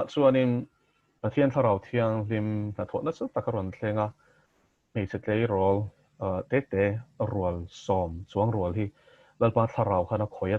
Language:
Mizo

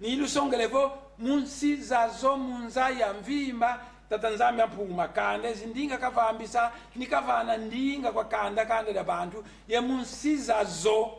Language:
Kongo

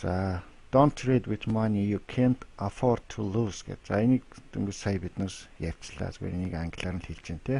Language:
Mongolian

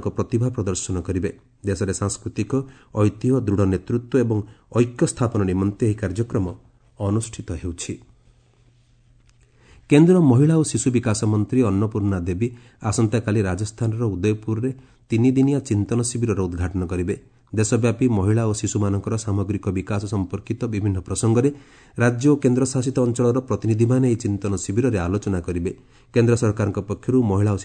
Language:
Odia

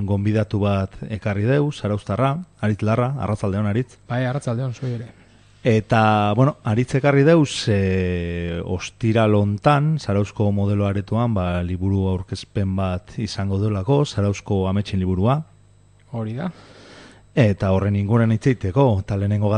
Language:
Basque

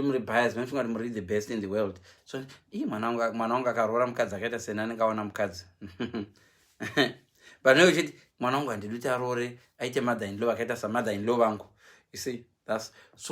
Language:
Shona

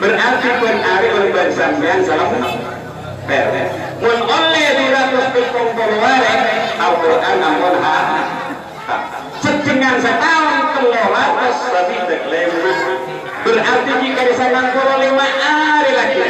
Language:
Madurese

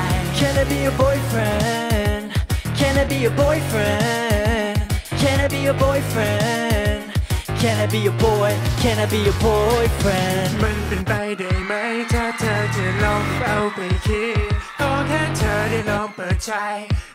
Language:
Thai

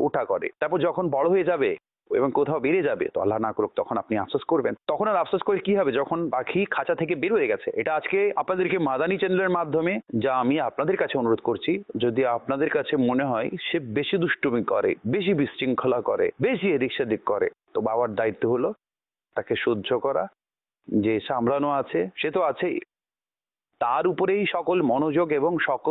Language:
Bangla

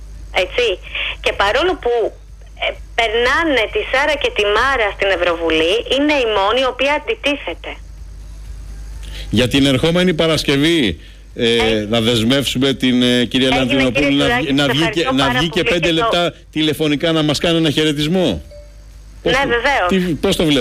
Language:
Greek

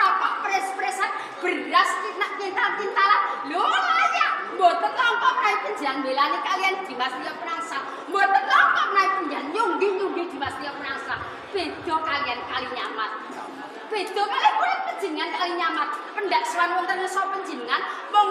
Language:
Javanese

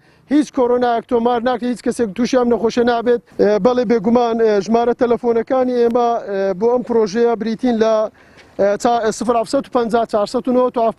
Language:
Central Kurdish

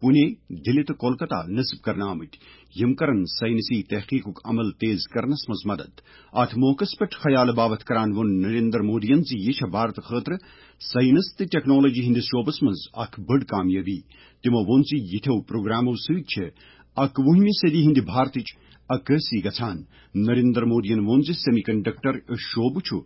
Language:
Kashmiri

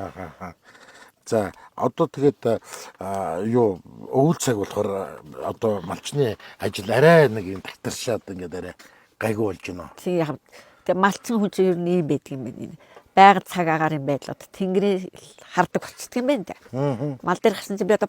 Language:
Mongolian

